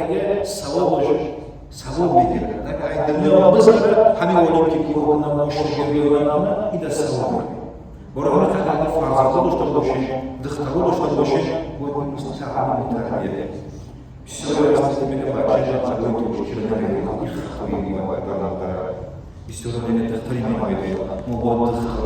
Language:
Tajik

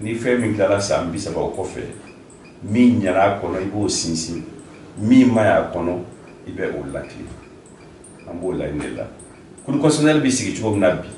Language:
Bambara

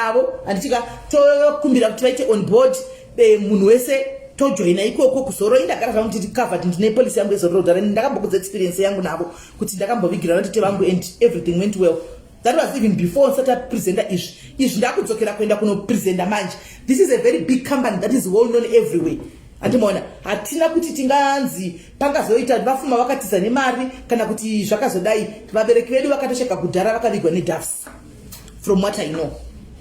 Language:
Shona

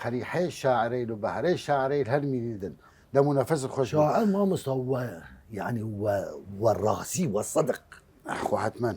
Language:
Southern Kurdish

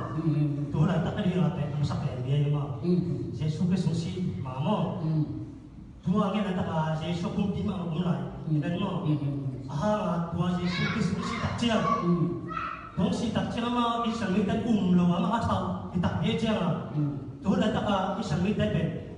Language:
Tedim Chin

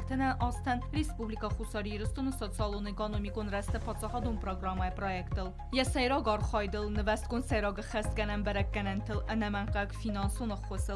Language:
Ossetic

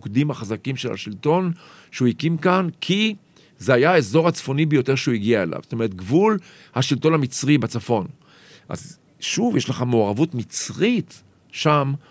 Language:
Hebrew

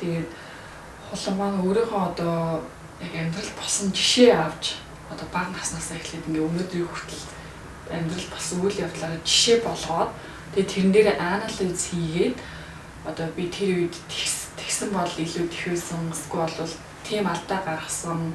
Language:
Mongolian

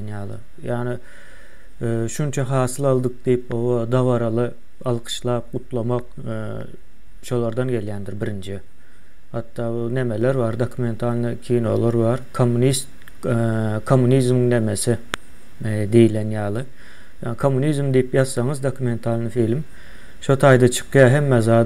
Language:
Turkmen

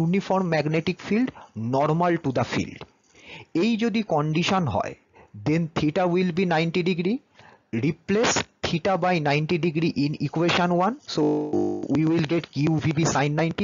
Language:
Bangla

